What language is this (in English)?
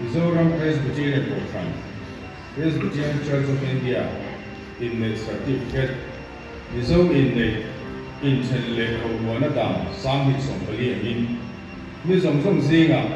Mizo